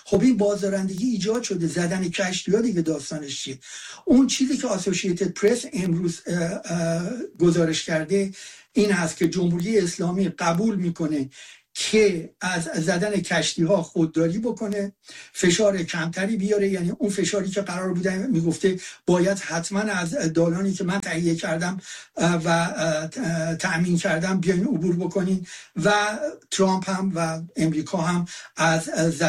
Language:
Persian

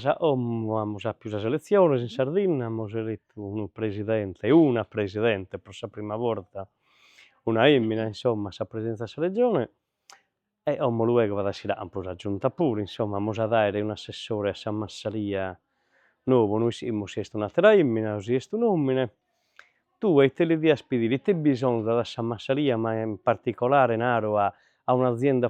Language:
Sardinian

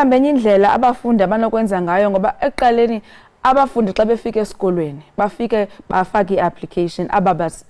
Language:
Zulu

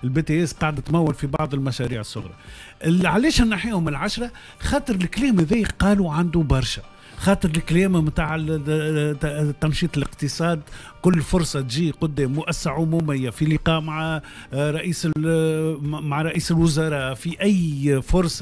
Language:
Tunisian Arabic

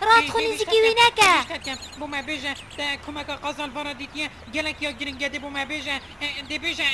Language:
Kurdish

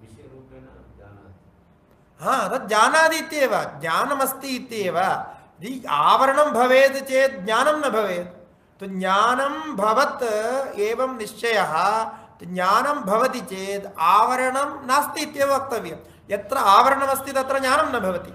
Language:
Sanskrit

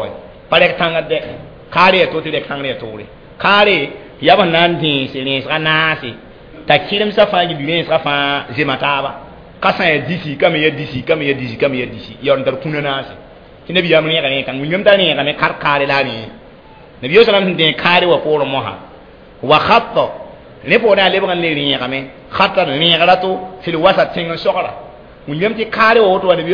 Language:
Mossi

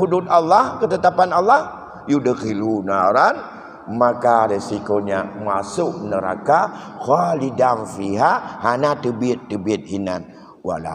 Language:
Achinese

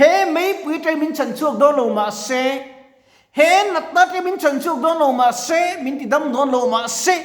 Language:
Mizo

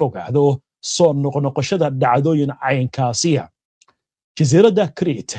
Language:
Somali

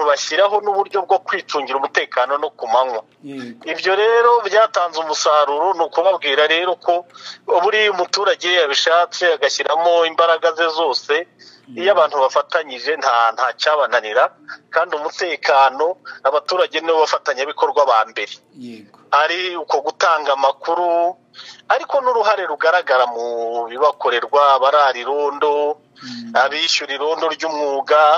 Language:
Kinyarwanda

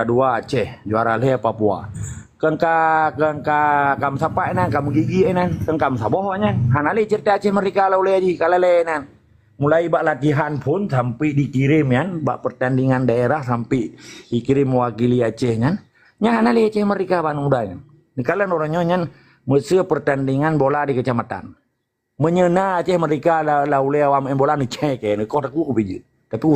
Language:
Achinese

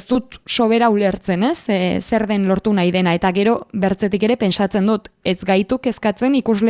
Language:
Basque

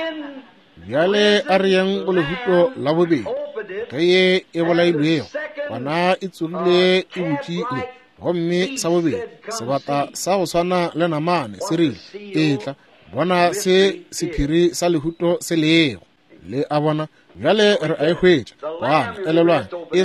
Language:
Northern Sotho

